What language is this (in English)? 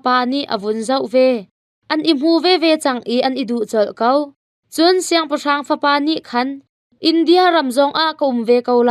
Hakha Chin